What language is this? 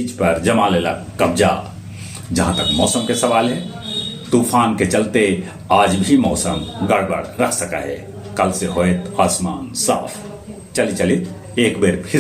Magahi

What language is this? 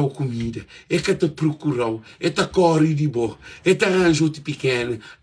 Kabuverdianu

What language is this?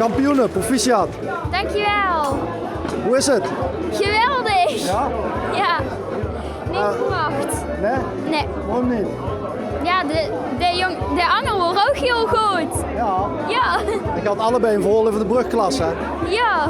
Limburgish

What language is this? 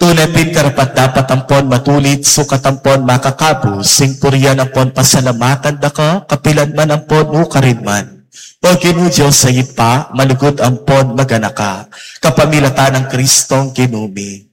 Pampanga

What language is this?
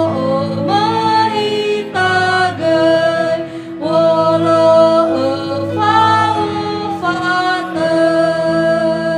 Nias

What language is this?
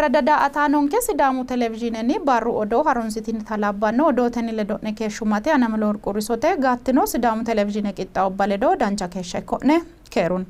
Sidamo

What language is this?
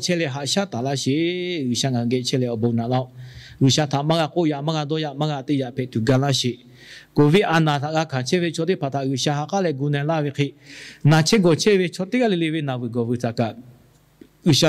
Lahu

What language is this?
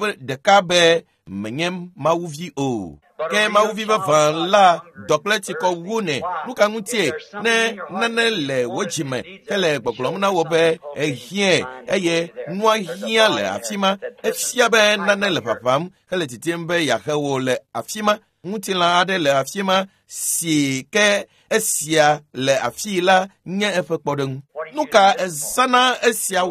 Ewe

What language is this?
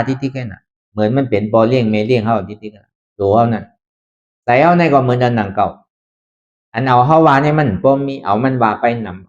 Shan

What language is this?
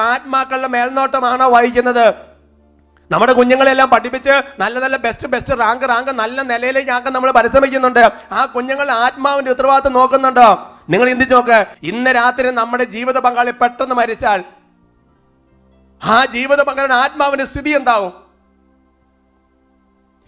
Malayalam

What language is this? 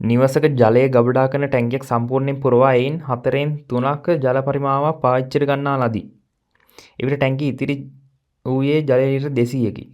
Sinhala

